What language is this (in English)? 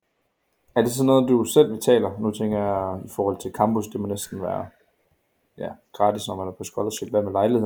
Danish